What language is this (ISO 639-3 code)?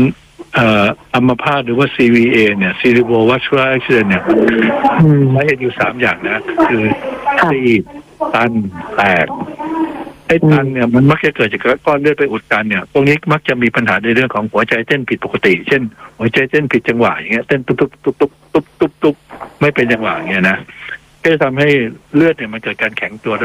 tha